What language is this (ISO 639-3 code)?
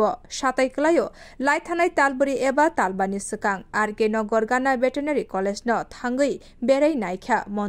trp